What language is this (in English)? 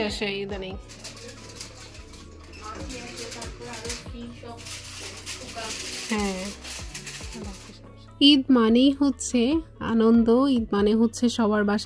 Bangla